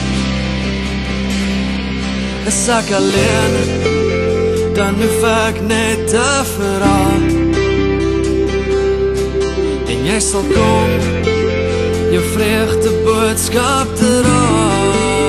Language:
Afrikaans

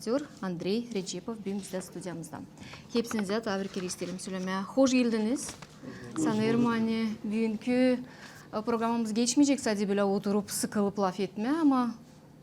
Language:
Gagauz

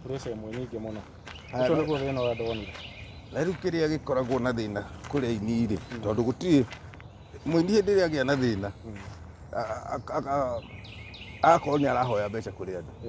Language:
Kikuyu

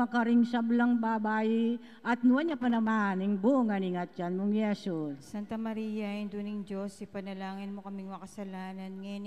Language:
Pampanga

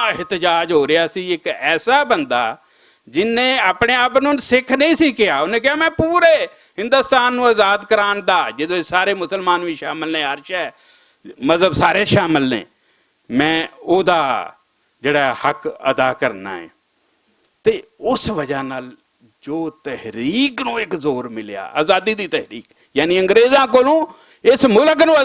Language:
Western Panjabi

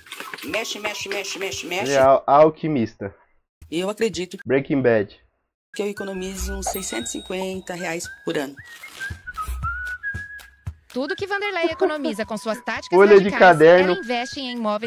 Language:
Portuguese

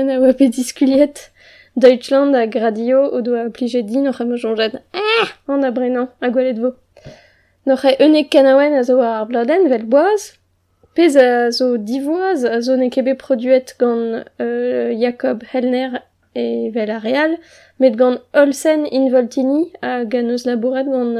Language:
Breton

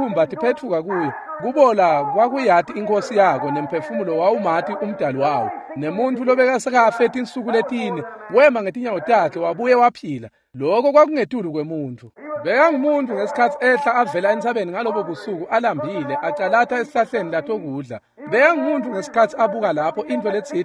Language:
Swati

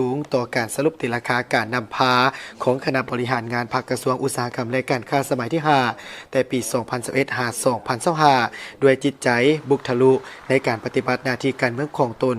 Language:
Lao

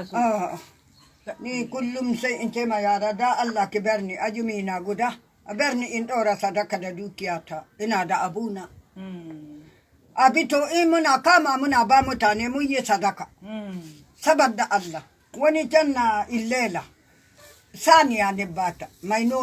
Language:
Hausa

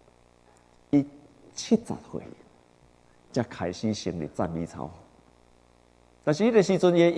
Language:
Min Nan Chinese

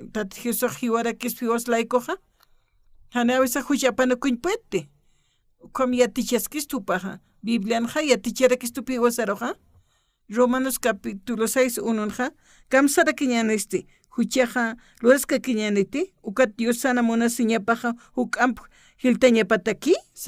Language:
Aymara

